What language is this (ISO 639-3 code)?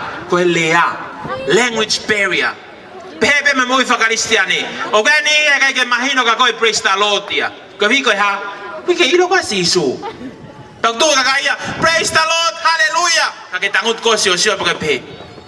ton